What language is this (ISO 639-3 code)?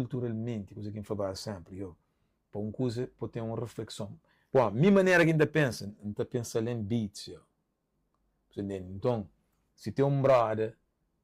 kea